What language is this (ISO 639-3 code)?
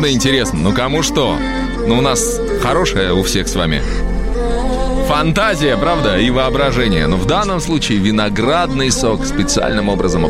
rus